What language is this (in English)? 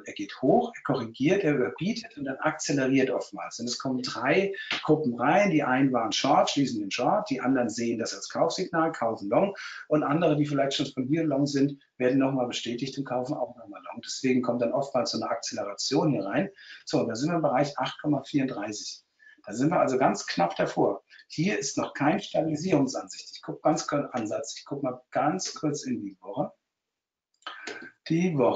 German